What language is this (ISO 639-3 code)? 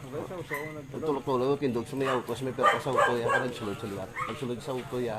hil